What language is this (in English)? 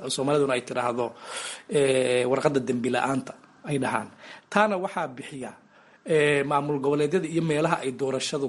Somali